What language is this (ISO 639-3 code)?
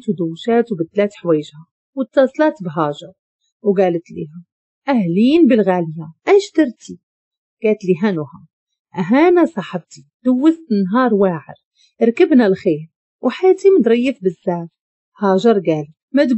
ary